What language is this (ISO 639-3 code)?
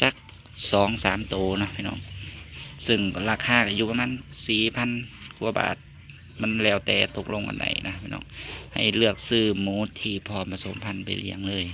tts